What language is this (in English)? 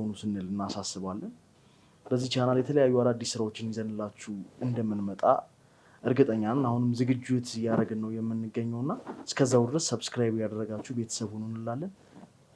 Amharic